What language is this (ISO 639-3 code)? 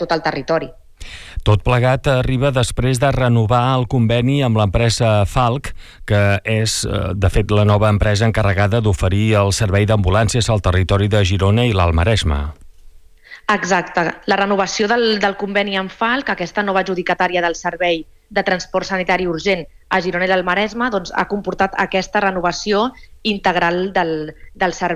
cat